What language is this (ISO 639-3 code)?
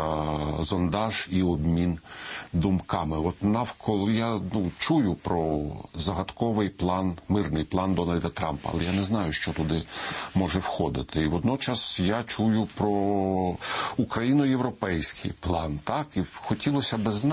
ukr